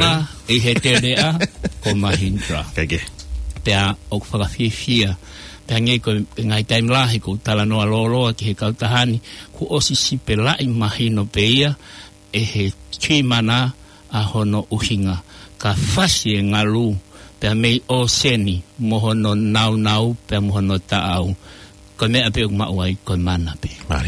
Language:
Tongan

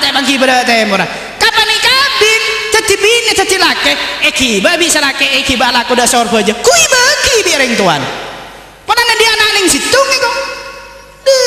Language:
Madurese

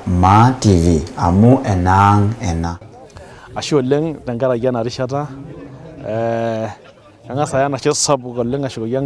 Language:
Masai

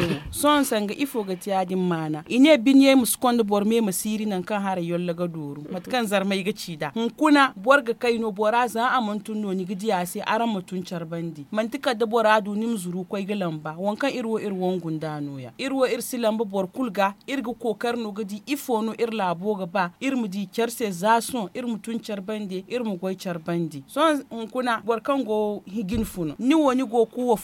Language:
Zarma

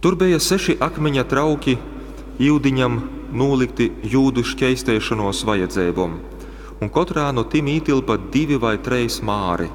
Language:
Latgalian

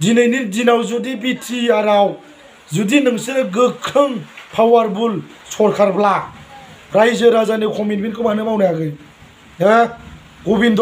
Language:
Bodo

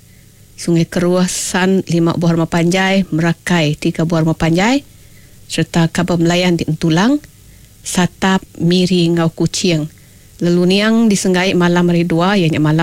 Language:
Iban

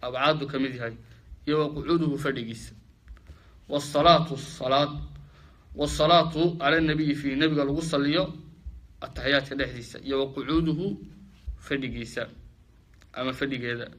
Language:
Somali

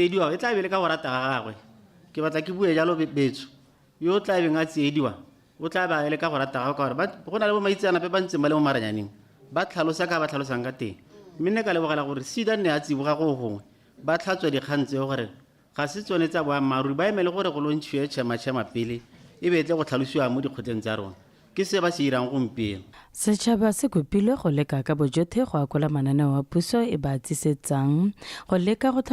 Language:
Tswana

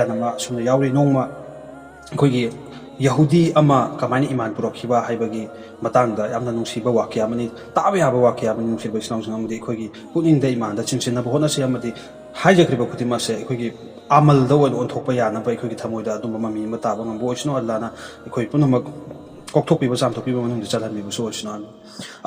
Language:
Manipuri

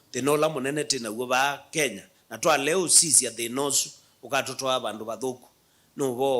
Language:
Kamba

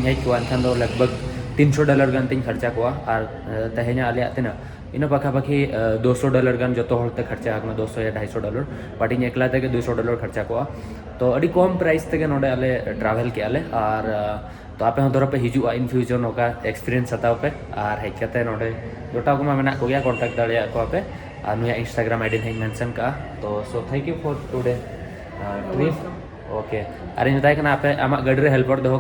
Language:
Santali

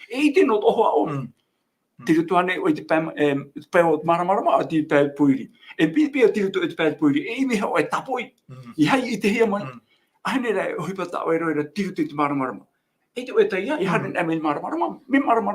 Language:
Tahitian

